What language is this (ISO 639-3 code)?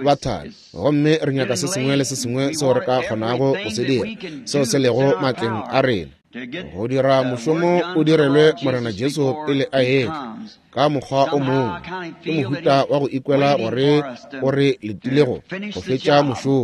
nso